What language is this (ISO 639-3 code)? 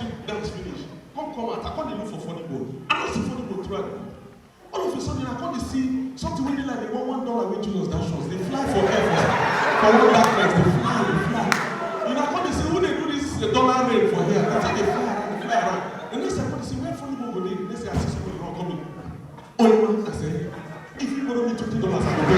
pcm